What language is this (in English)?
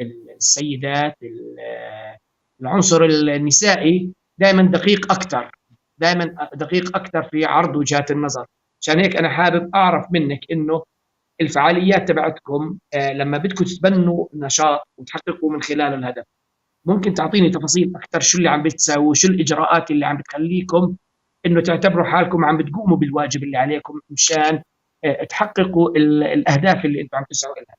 North Levantine Arabic